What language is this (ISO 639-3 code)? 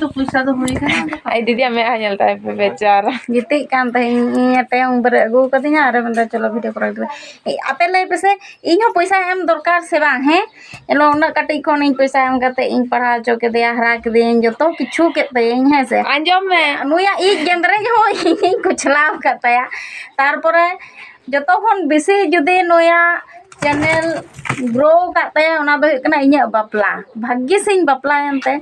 sat